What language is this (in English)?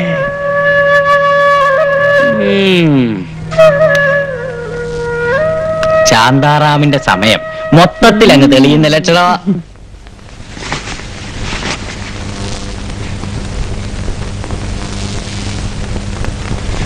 Malayalam